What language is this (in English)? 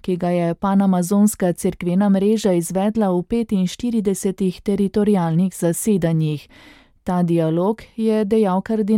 Slovenian